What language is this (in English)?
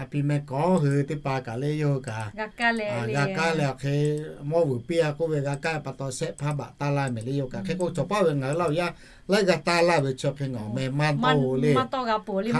Lahu